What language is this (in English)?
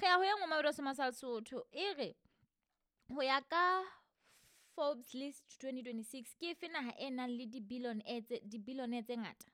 Southern Sotho